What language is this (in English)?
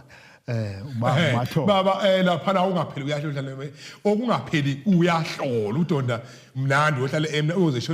Zulu